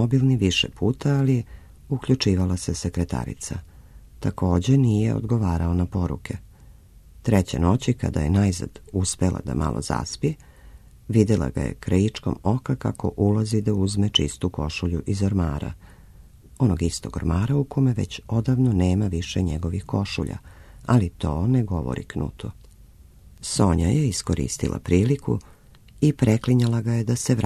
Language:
Serbian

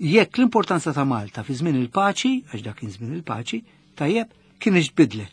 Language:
Maltese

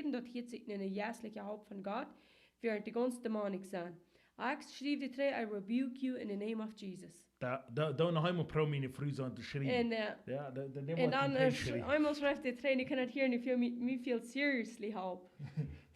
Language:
Plautdietsch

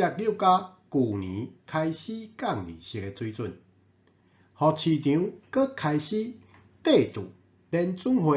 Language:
Min Nan Chinese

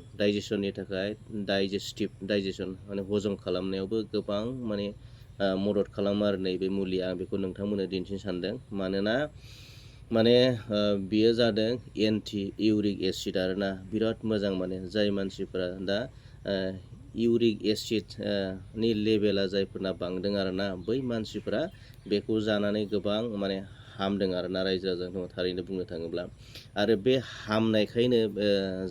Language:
Bodo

